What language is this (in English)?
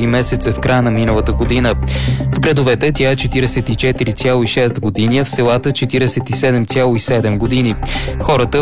Bulgarian